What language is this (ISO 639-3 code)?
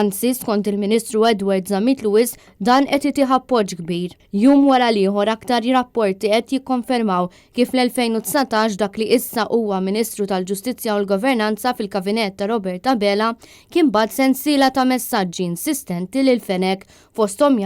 mlt